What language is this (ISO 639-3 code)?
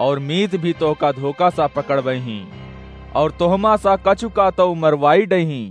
awa